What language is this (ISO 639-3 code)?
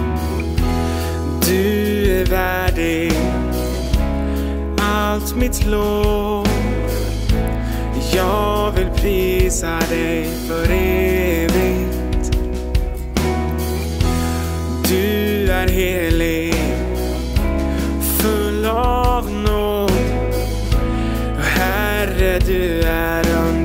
swe